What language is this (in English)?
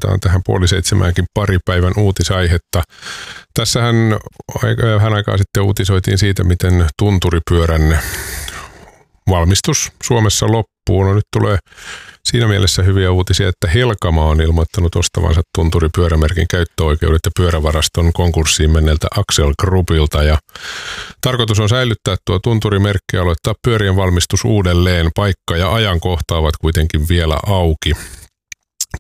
Finnish